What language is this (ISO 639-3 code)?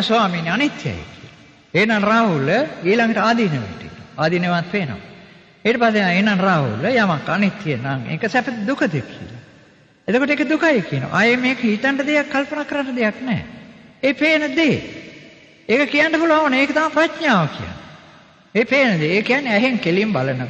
sin